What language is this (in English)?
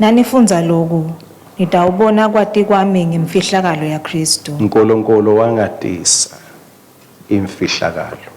Swati